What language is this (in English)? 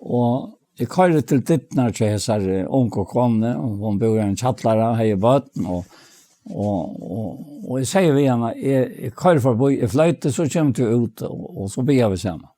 Faroese